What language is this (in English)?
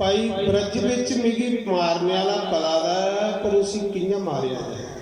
Dogri